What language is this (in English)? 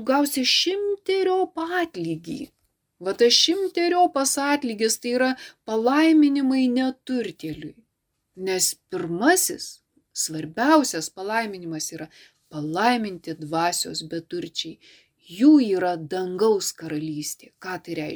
Lithuanian